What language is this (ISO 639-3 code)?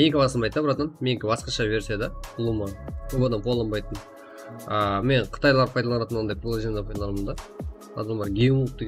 kaa